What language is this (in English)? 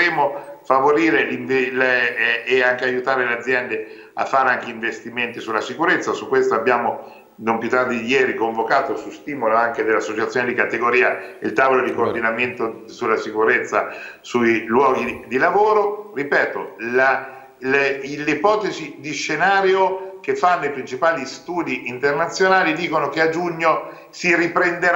Italian